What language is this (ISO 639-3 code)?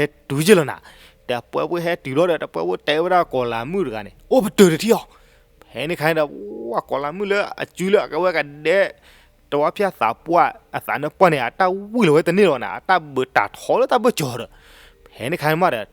ksw